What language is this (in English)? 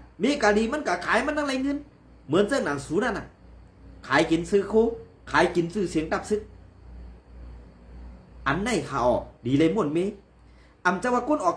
Shan